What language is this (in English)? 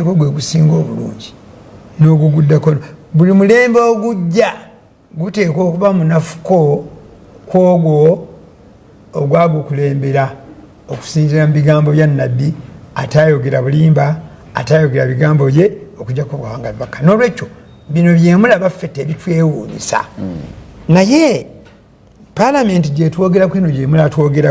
Ganda